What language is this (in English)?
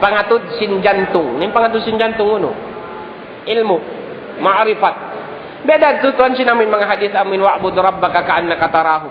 Tausug